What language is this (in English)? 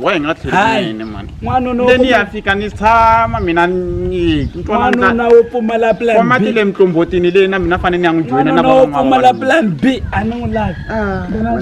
Tsonga